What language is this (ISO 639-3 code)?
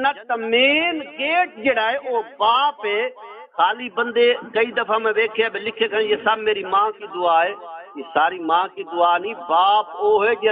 skr